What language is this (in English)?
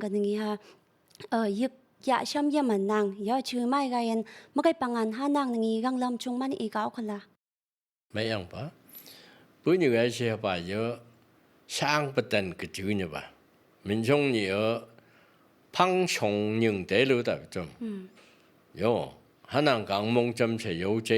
Phom Naga